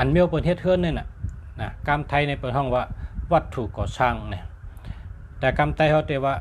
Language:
Shan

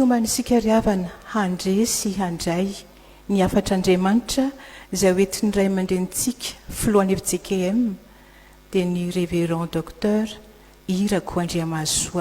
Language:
Malagasy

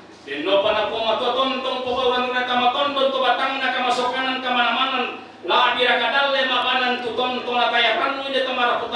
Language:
Toraja-Sa'dan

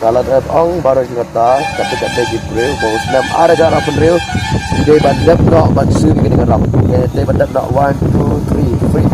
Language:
Khasi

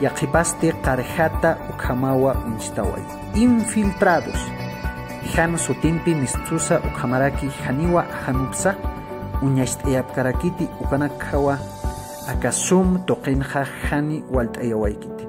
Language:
Aymara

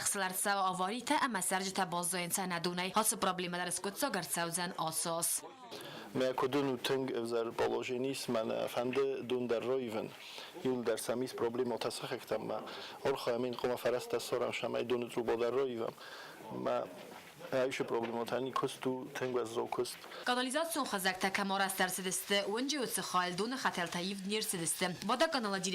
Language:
Ossetic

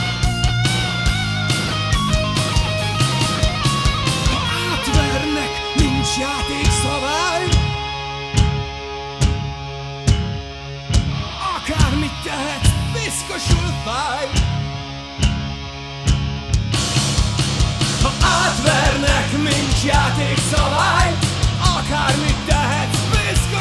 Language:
Hungarian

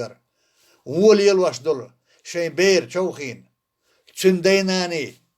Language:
Chechen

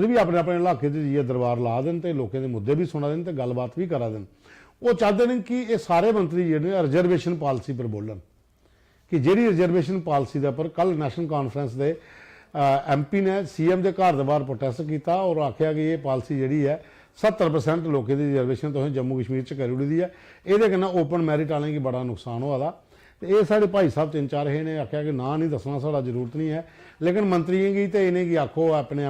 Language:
Dogri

